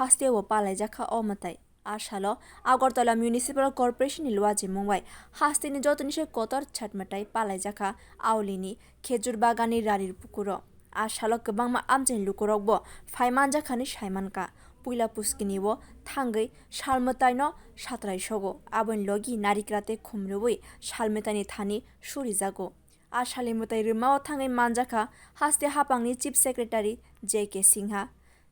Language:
Kok Borok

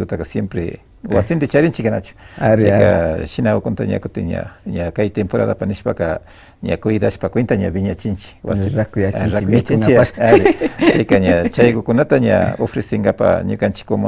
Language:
Imbabura Highland Quichua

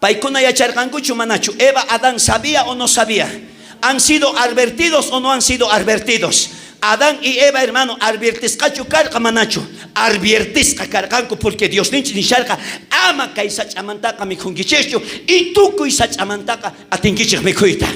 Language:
South Bolivian Quechua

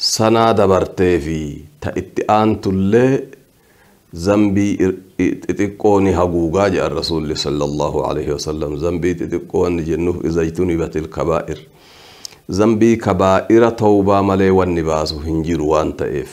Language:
Oromo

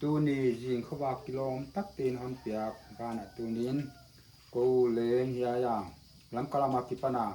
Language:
Paite Chin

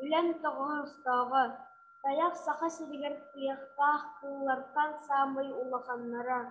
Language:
Yakut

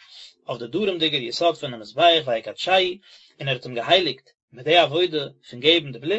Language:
Yiddish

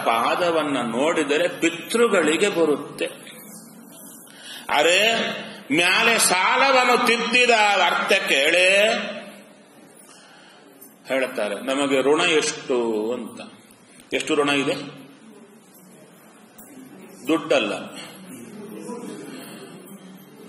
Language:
Kannada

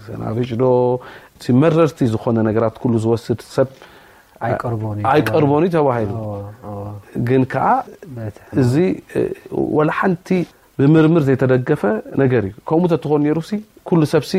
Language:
Tigrinya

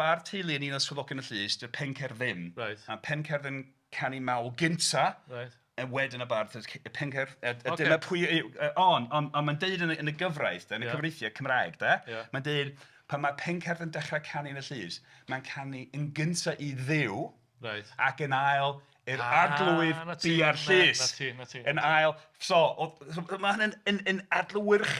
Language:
Welsh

